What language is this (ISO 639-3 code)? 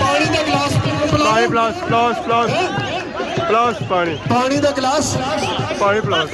phr